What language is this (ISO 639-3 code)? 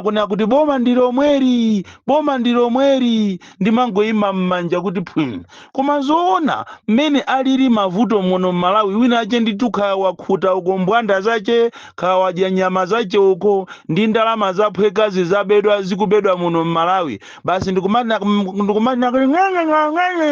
nya